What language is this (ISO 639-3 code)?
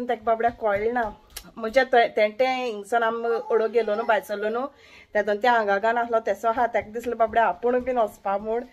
kok